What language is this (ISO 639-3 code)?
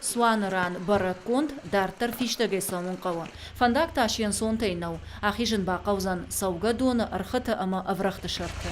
oss